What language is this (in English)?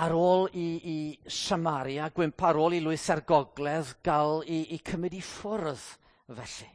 Welsh